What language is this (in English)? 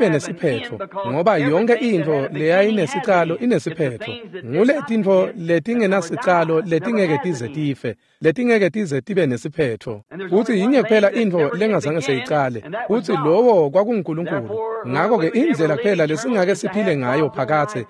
Swati